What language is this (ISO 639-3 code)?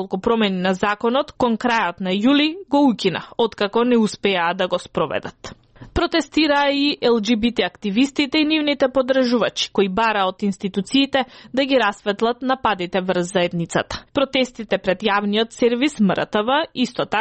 mkd